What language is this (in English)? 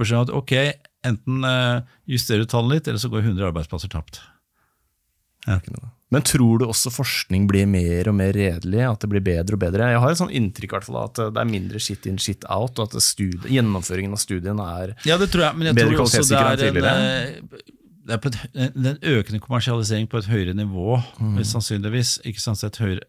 Norwegian